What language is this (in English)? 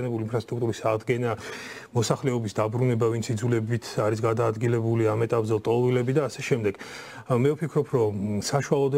Georgian